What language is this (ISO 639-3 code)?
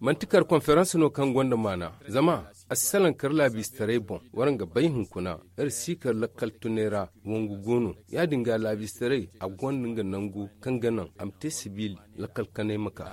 dje